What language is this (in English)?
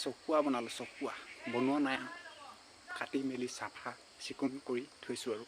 Assamese